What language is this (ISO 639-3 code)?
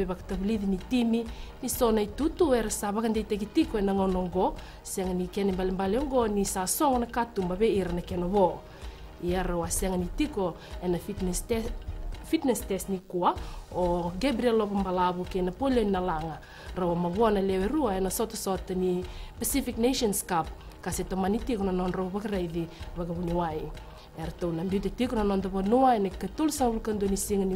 fij